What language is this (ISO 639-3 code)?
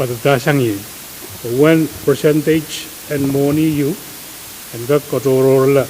pon